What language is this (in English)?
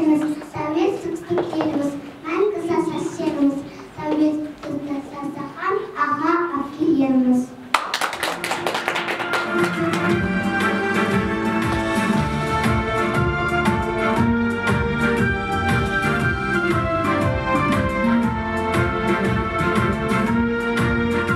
Kazakh